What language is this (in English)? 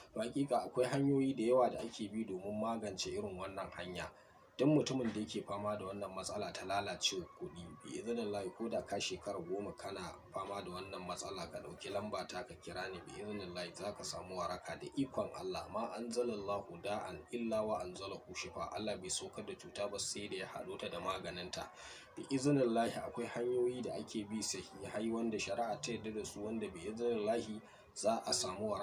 Hausa